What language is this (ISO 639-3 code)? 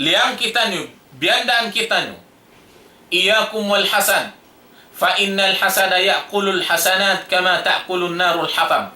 tsg